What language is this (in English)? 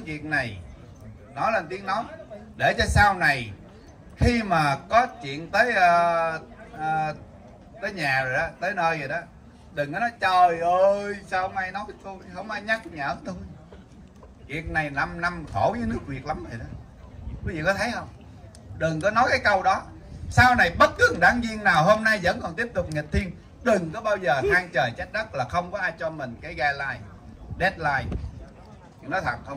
Vietnamese